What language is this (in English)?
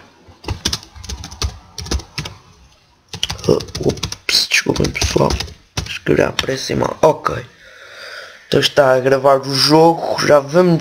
Portuguese